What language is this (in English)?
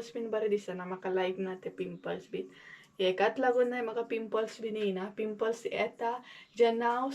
Konkani